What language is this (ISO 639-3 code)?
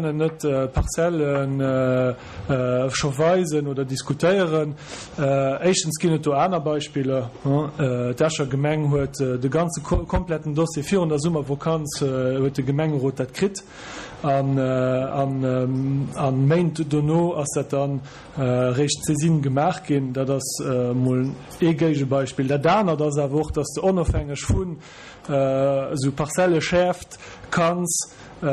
ltz